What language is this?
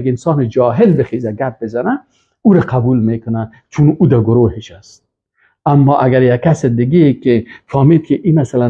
Persian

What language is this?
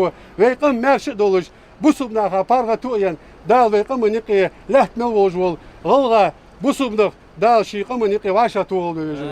Ingush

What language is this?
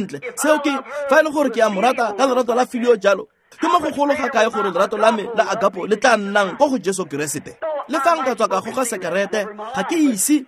Tswana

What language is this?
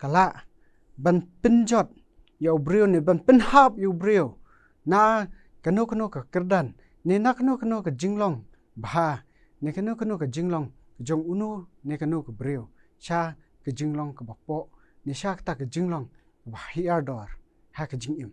Khasi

